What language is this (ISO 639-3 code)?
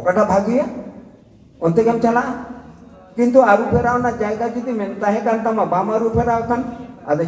sat